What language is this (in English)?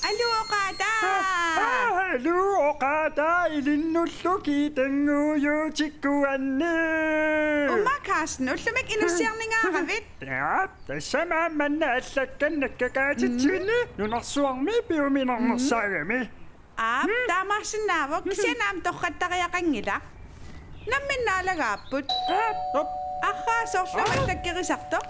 Kalaallisut